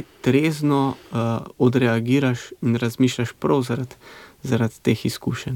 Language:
Slovenian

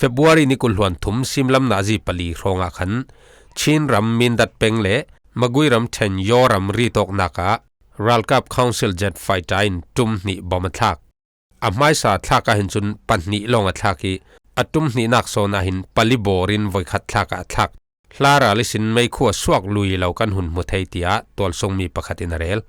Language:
Falam Chin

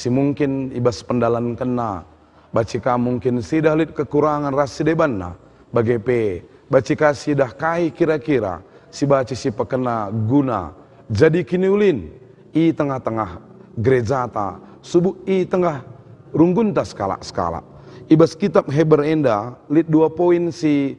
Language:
Batak Karo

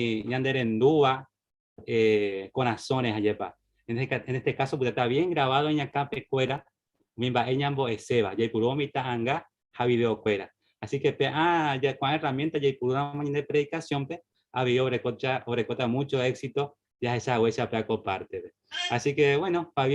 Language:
Guarani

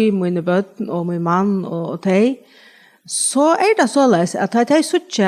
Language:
Faroese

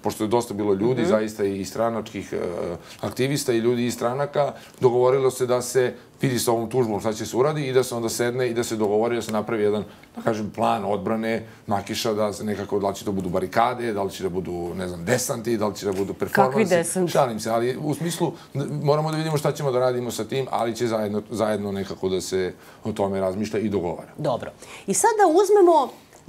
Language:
Serbian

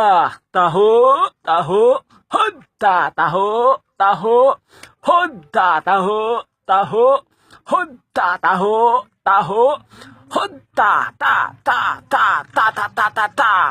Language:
Cebuano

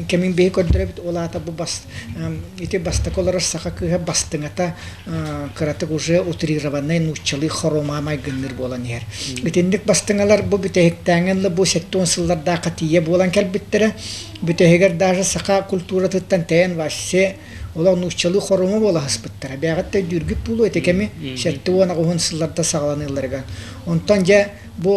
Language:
Yakut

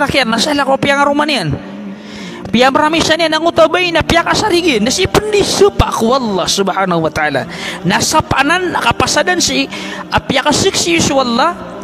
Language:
Maranao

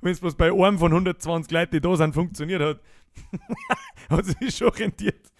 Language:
Bavarian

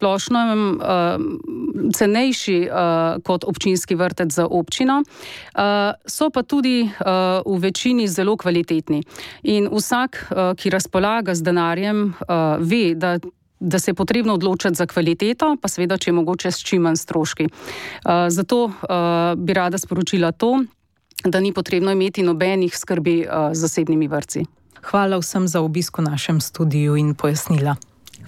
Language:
Slovenian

